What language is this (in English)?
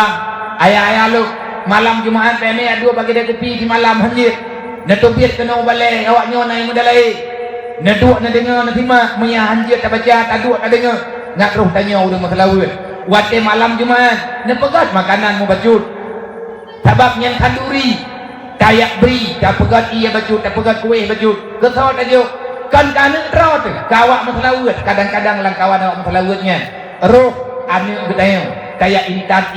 Achinese